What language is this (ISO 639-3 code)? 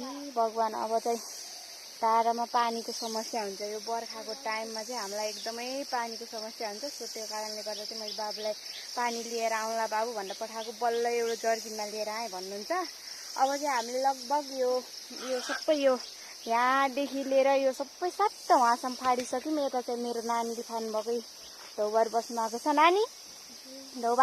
nep